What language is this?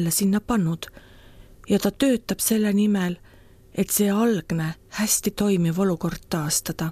Estonian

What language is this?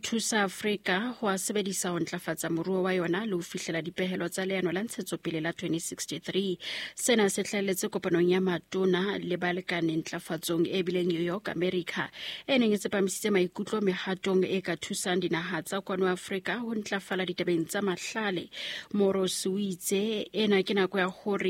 Southern Sotho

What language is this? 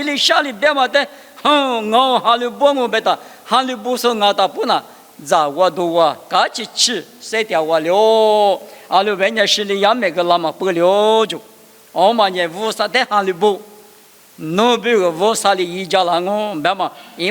Lisu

